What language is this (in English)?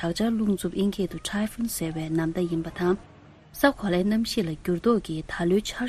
Tibetan